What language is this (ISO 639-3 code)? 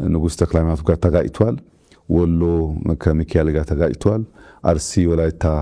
amh